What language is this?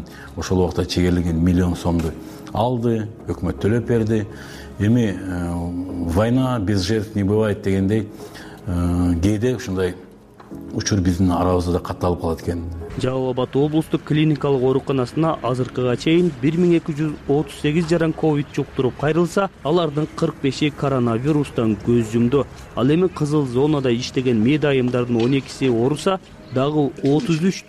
Kyrgyz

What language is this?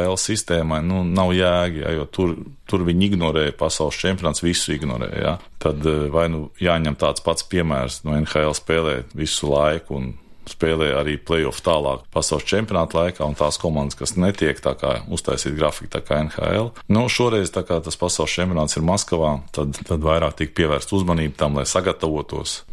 Latvian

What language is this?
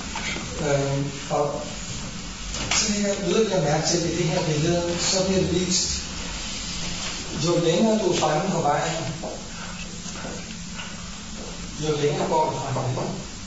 Danish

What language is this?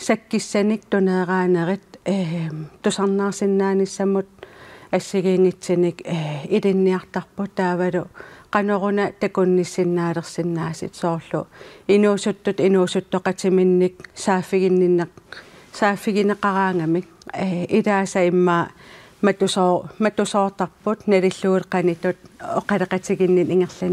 Kalaallisut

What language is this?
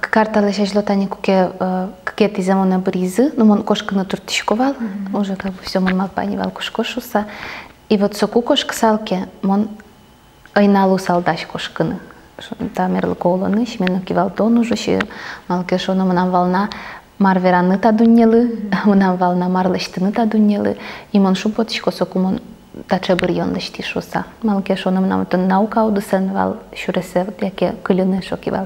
Udmurt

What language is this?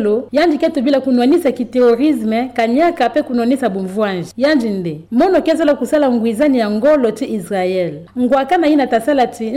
Kituba (Democratic Republic of Congo)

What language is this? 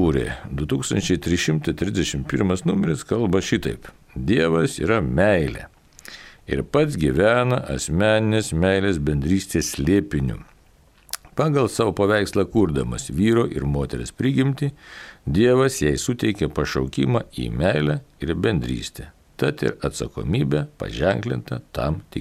Lithuanian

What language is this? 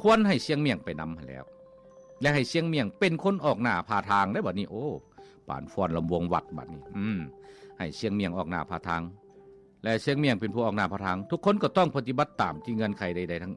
Lao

